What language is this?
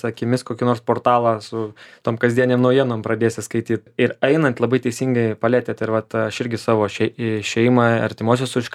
Lithuanian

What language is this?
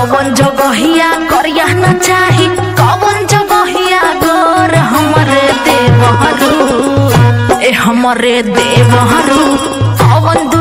Bhojpuri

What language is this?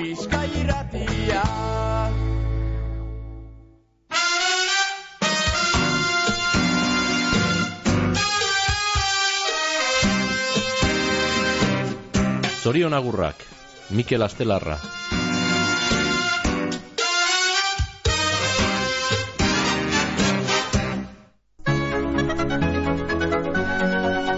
Basque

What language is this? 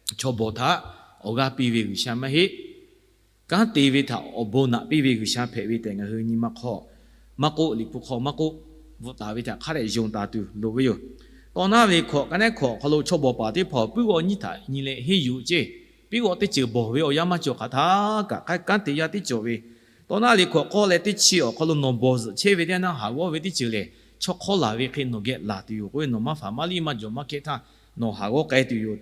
Lahu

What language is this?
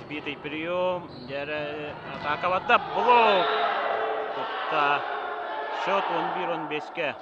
Yakut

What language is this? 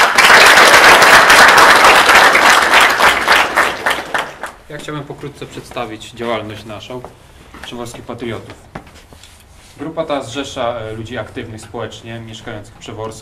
Polish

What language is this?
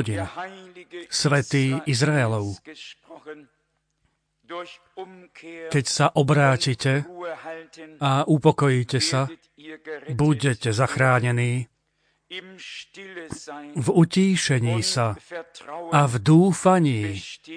Slovak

